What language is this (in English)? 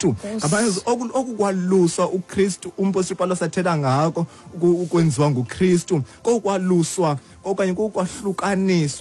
Xhosa